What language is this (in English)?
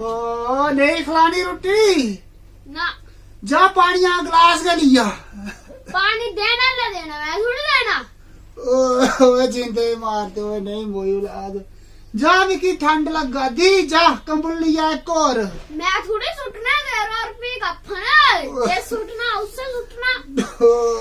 Dogri